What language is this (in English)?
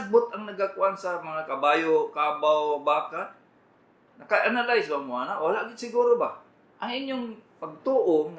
Cebuano